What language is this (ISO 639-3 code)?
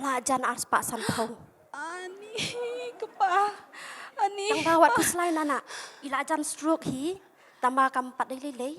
kha